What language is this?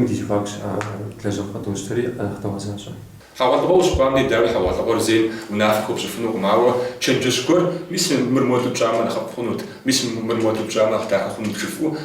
Kabardian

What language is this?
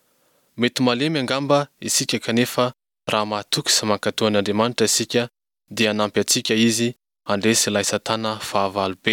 Malagasy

